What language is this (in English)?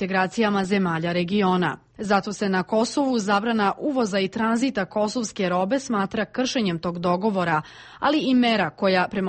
Serbian